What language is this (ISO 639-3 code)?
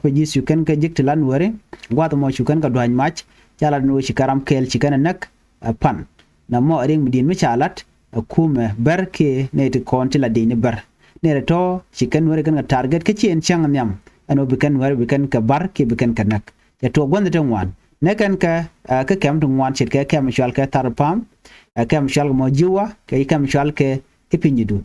nus